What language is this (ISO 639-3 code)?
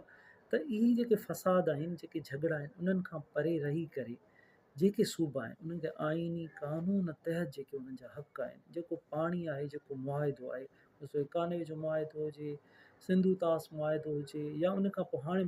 snd